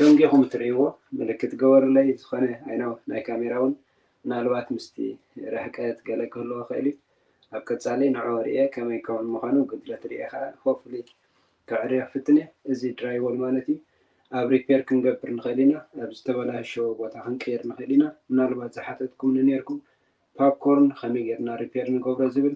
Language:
Tigrinya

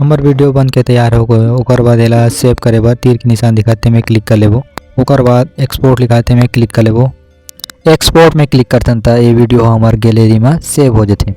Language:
Chhattisgarhi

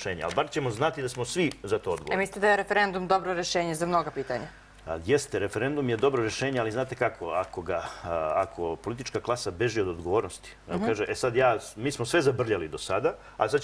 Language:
Serbian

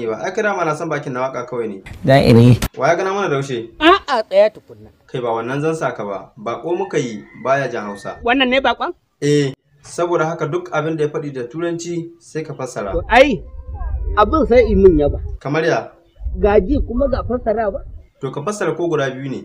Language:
Hausa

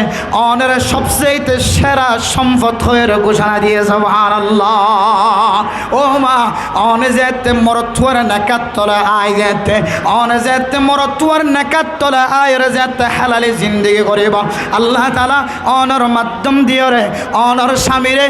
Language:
Rohingya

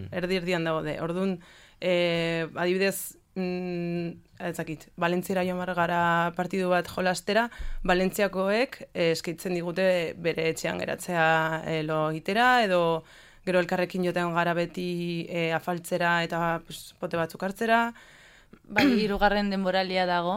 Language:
Basque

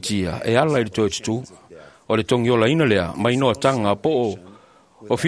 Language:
Samoan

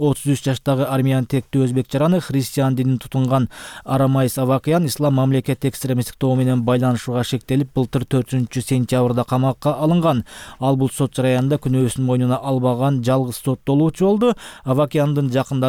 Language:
Kyrgyz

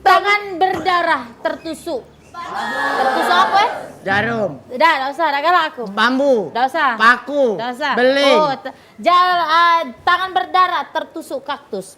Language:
Musi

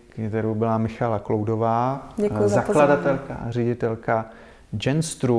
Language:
Czech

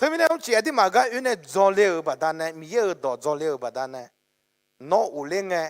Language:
Akha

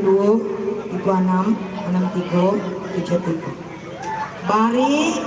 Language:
Minangkabau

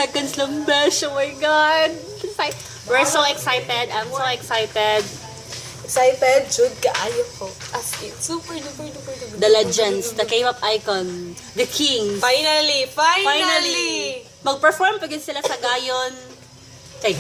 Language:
Cebuano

